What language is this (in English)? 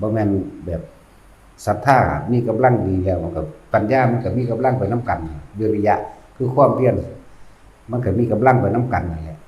Northeastern Thai